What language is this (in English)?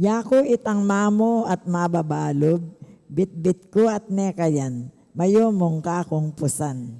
Pampanga